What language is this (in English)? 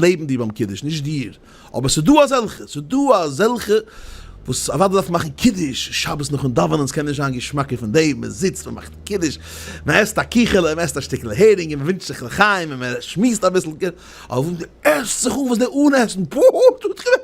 Yiddish